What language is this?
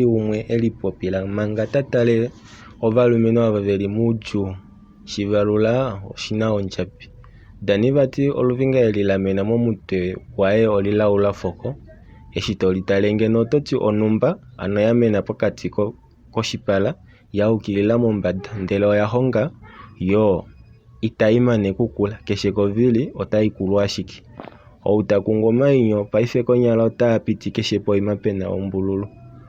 Kuanyama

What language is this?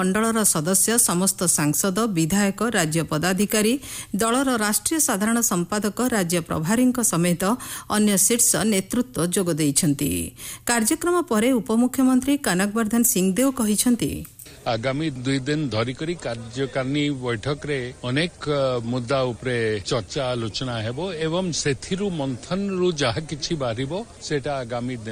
Odia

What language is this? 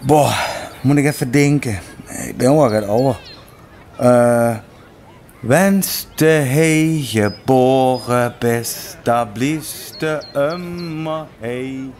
Limburgish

